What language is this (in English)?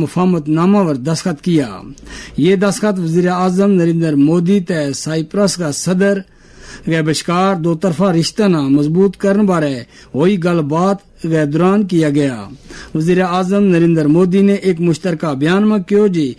Gujari